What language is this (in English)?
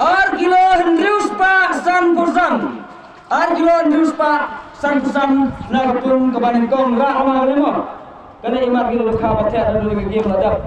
Khasi